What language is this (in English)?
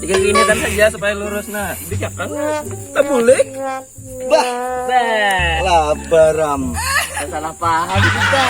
Banjar